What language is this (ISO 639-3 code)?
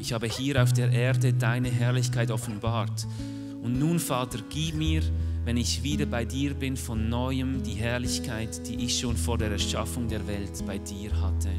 gsw